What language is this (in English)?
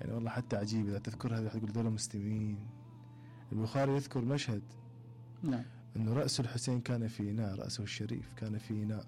Mesopotamian Arabic